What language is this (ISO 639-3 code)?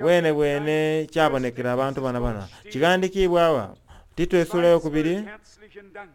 xog